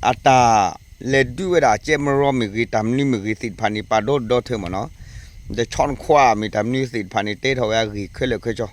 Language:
S'gaw Karen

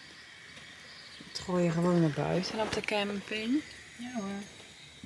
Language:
Dutch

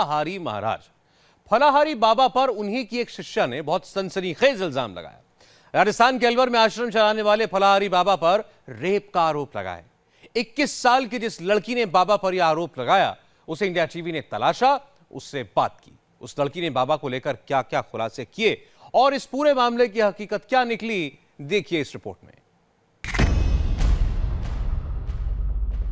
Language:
Hindi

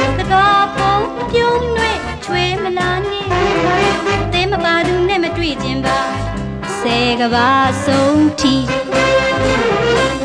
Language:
Burmese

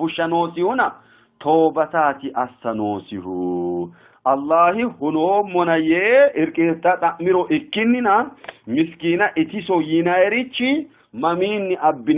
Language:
Sidamo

